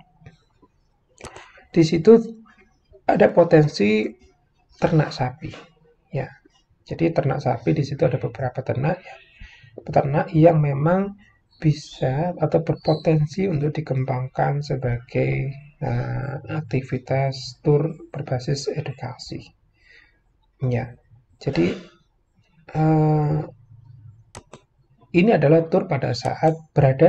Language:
Indonesian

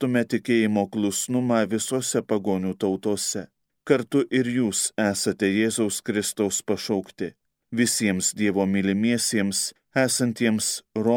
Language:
Lithuanian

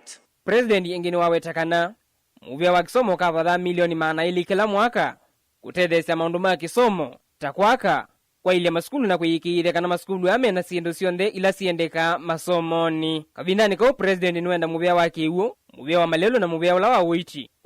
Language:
Kamba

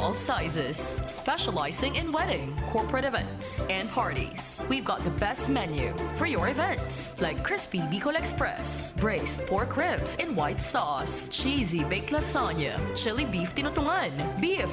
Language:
Bikol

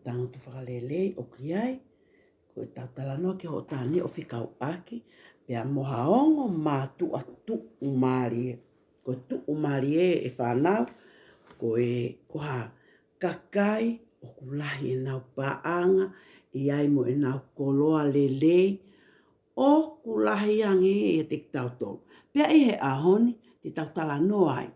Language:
Tongan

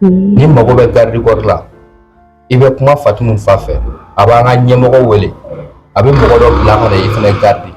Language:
Bambara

